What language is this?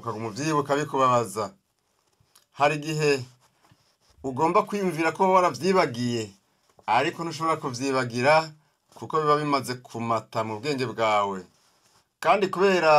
Rundi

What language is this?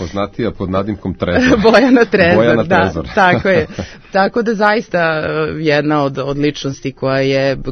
Serbian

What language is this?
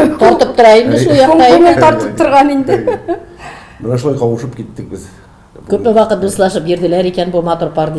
Tatar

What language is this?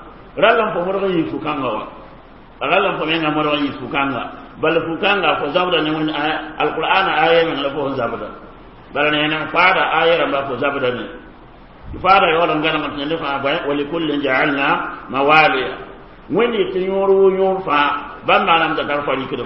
Mossi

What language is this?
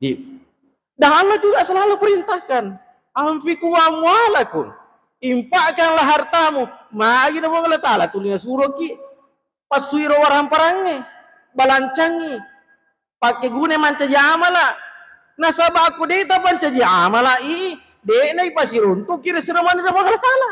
Buginese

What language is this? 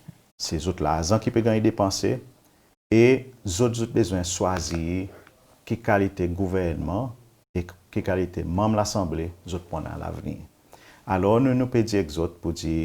Seselwa Creole French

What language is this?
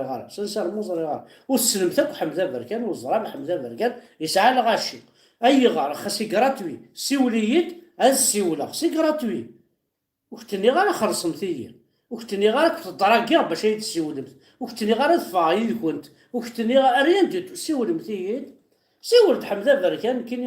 Kabyle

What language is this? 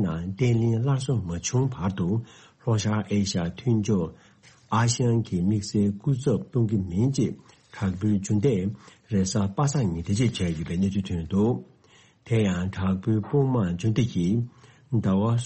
Tibetan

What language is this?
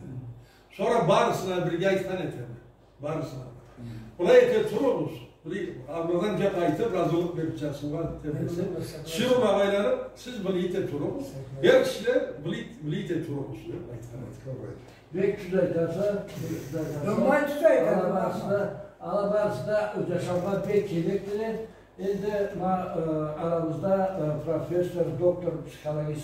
Karachay-Balkar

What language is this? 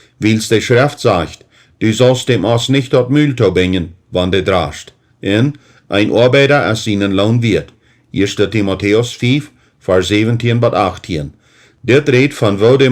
Plautdietsch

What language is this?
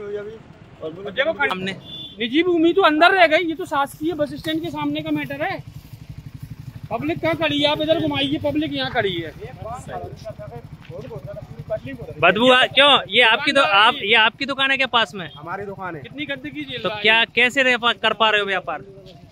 Hindi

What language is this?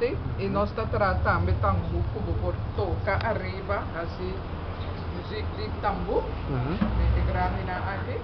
Papiamento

